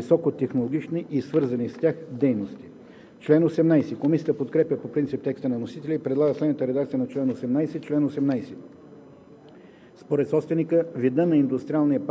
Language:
Bulgarian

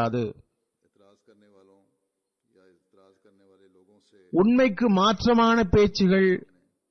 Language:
Tamil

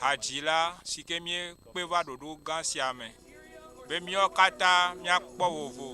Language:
Ewe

